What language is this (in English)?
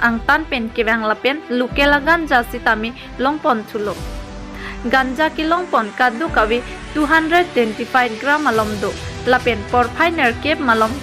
Karbi